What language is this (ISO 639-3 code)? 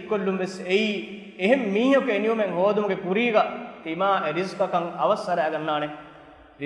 div